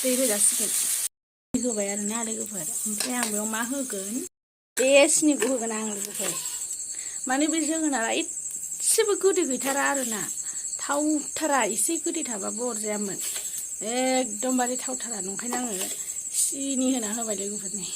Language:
Bodo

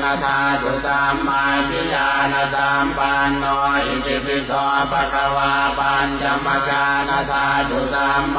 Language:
Pali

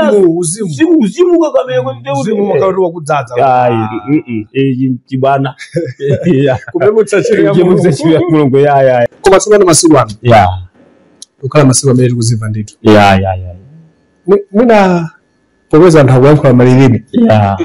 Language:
Nyanja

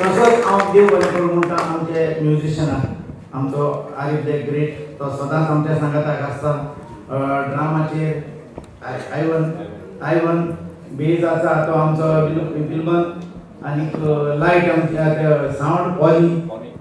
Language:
Konkani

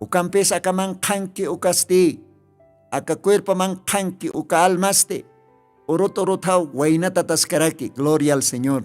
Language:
Aymara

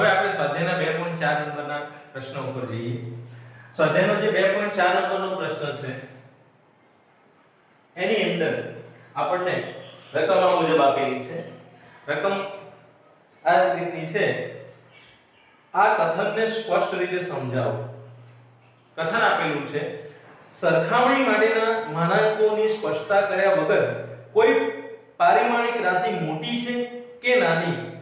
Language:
Gujarati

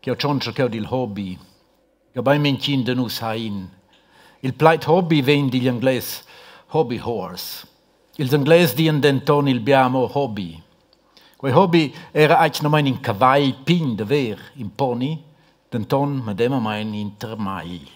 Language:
Romansh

